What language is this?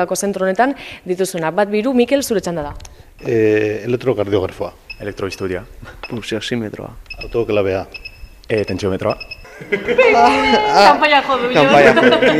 Basque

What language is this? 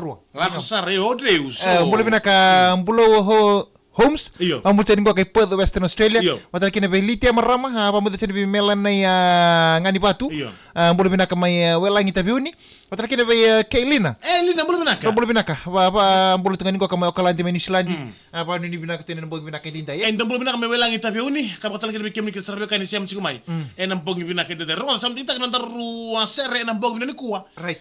Fijian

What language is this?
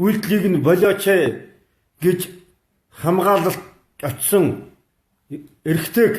Mongolian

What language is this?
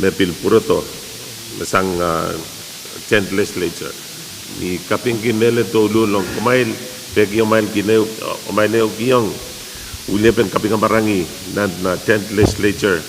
Pohnpeian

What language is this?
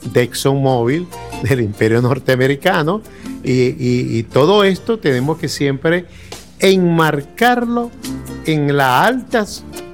Spanish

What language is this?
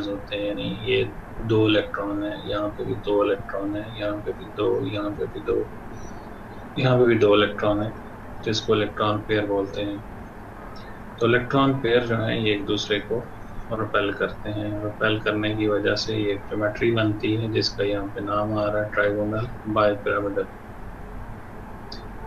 Hindi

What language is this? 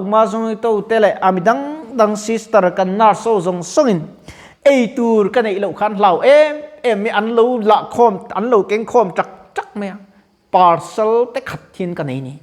Mizo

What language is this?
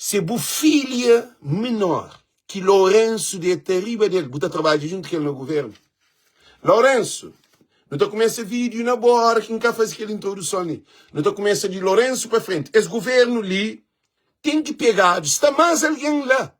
Kabuverdianu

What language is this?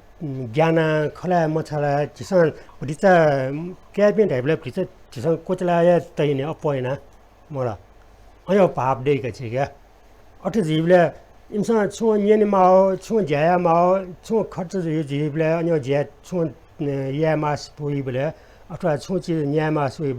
Newari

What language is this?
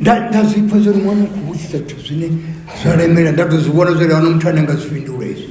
Venda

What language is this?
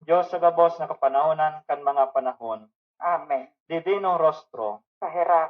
Bikol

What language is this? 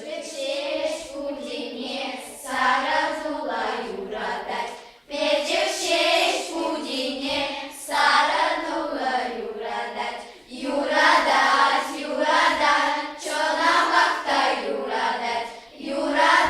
Chuvash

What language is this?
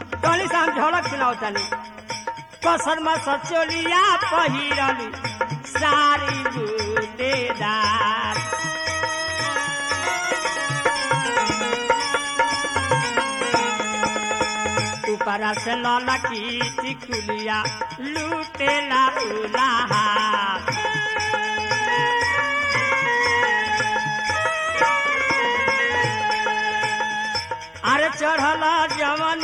Bhojpuri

